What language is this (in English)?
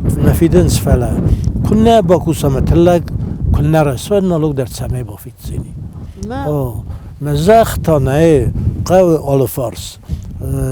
Ossetic